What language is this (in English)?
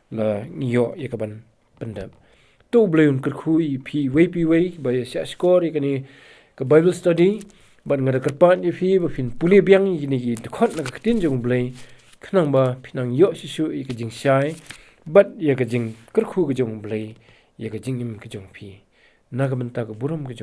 Khasi